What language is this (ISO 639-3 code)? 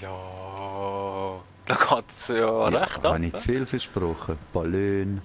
gsw